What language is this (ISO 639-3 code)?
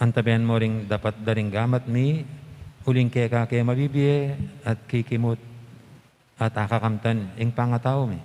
pam